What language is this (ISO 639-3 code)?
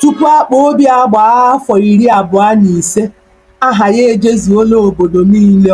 ibo